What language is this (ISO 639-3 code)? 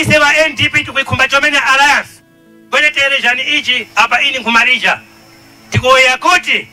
nya